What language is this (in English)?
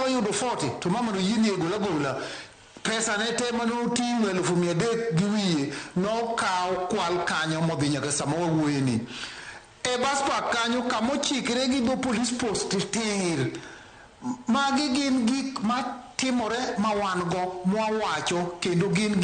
Luo (Kenya and Tanzania)